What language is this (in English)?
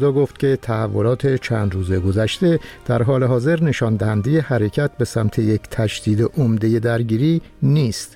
Persian